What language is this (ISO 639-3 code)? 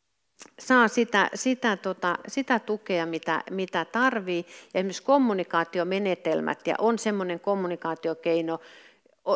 fin